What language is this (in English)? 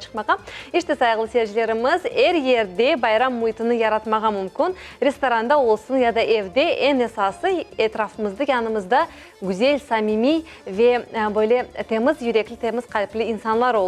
Crimean Tatar